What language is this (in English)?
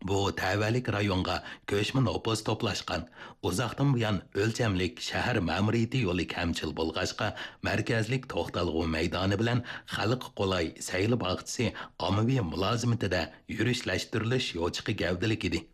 Uyghur